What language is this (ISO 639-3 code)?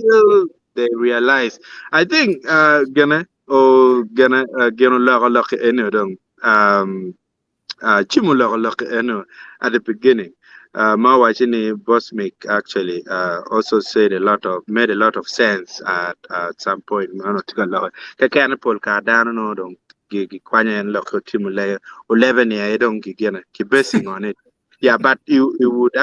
ach